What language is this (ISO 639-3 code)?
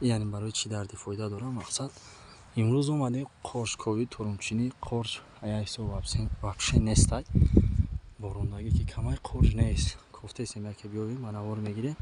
tgk